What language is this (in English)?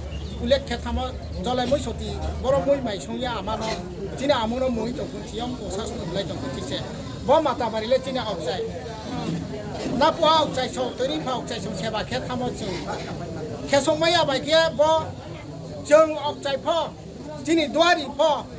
Riang (India)